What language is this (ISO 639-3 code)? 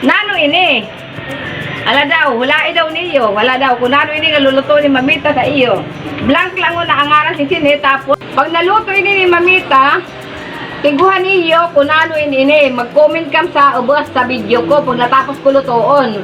war